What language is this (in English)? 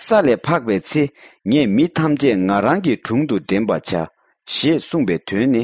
Tibetan